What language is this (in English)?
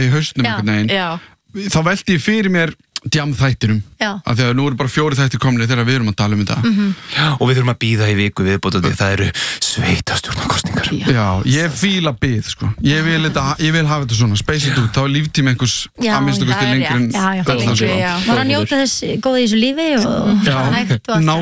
Icelandic